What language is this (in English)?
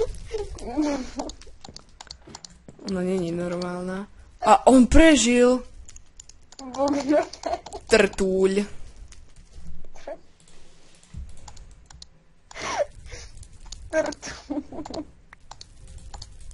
Slovak